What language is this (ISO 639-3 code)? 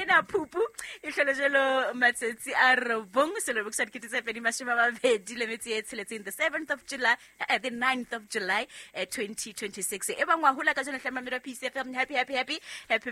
sot